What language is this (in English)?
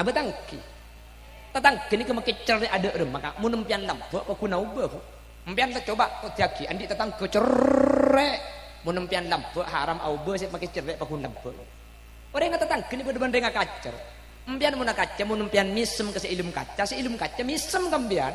Madurese